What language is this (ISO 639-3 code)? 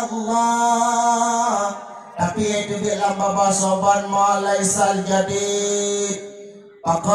ace